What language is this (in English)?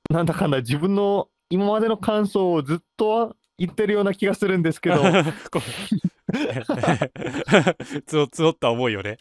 Japanese